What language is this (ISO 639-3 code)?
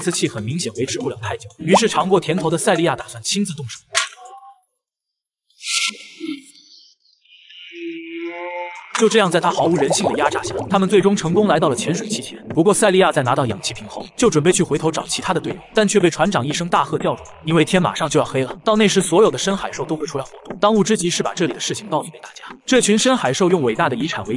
zho